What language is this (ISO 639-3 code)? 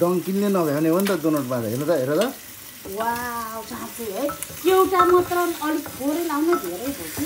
nep